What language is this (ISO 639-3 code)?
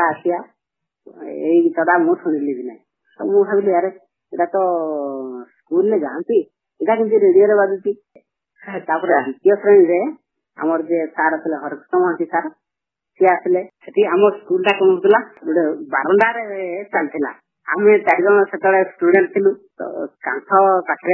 ori